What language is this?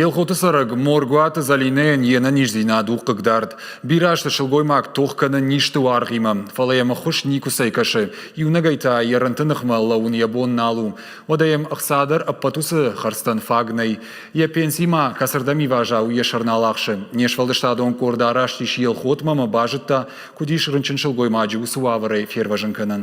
Ossetic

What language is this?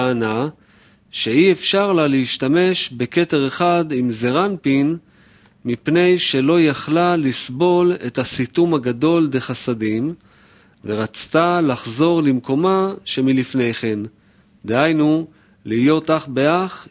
Hebrew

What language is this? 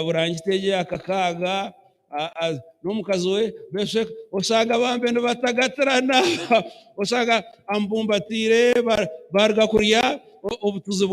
Nyankole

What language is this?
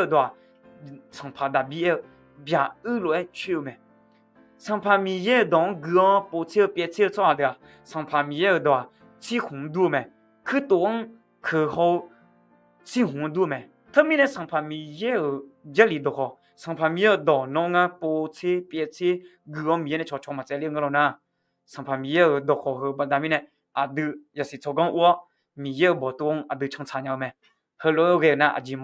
Akha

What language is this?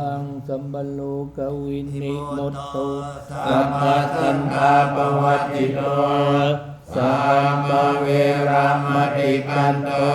Pali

